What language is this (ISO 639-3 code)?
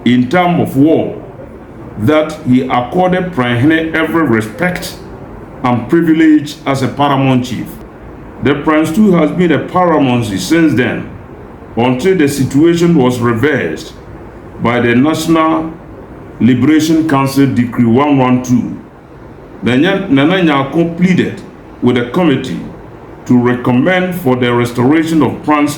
aka